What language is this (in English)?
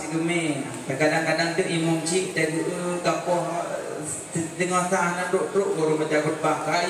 Achinese